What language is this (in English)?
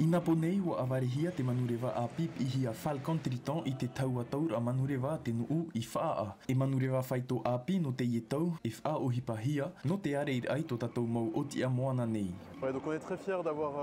Tahitian